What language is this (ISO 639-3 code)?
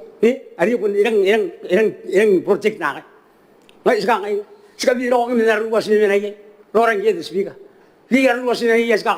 gil